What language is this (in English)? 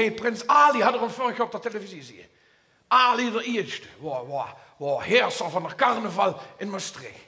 Limburgish